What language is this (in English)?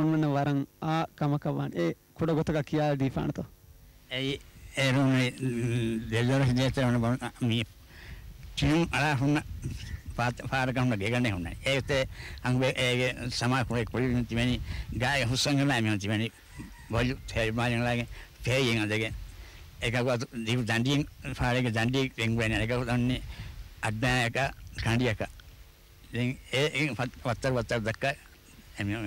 Divehi